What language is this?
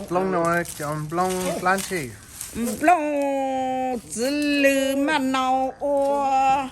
Hmong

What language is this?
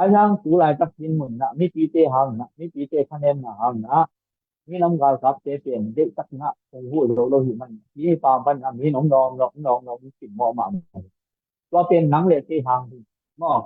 Tedim Chin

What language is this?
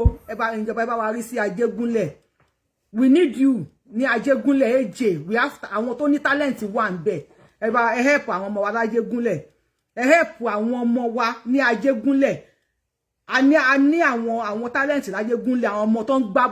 Yoruba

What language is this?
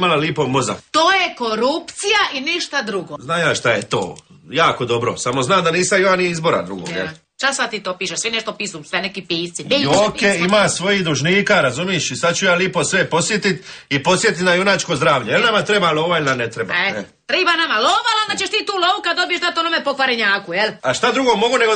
Croatian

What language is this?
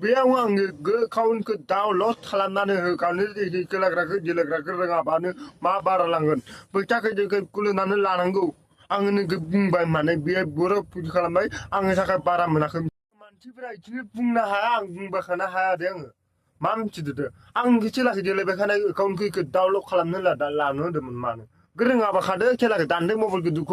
Bodo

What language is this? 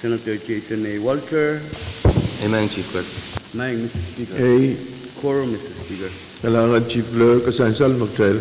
Pohnpeian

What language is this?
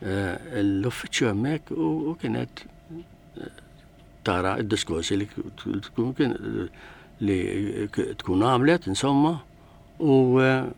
Maltese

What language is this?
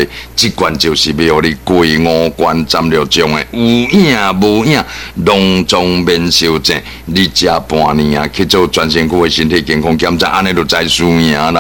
Min Nan Chinese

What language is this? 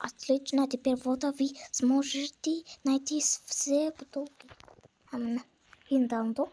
Kazakh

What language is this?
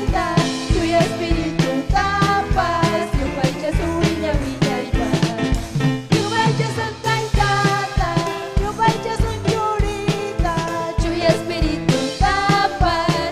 Ayacucho Quechua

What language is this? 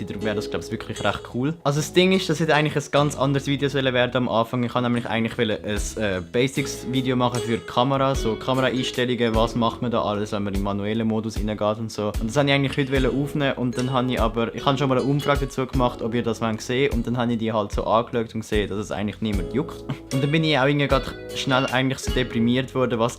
Swiss German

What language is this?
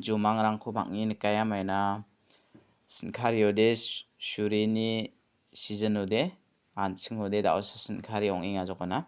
Garo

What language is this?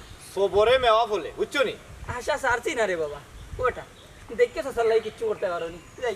Sylheti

